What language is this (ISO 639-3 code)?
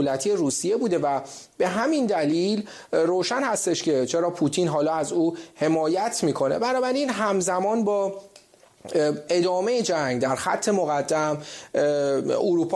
fas